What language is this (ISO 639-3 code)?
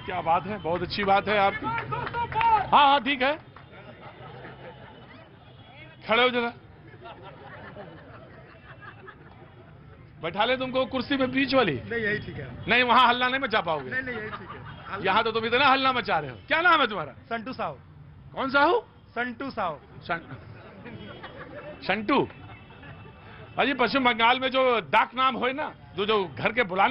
hin